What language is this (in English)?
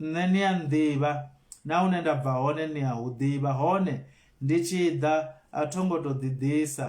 Venda